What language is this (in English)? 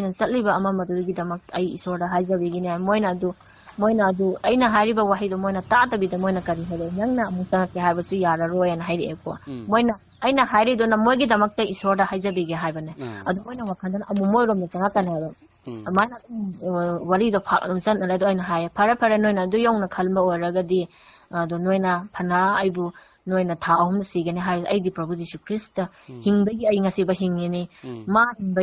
Manipuri